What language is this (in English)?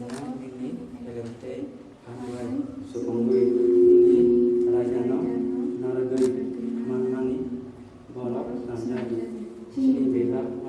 Kok Borok